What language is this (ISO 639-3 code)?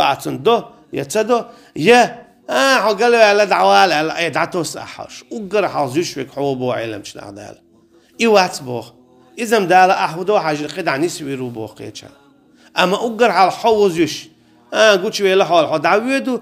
che